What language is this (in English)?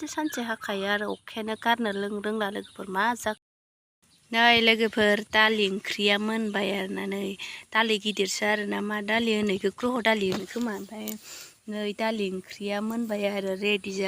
Bodo